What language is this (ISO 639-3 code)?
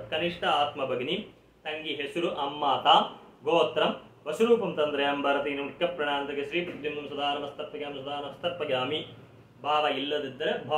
kan